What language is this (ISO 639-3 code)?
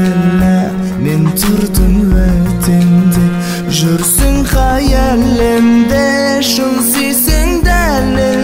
kaz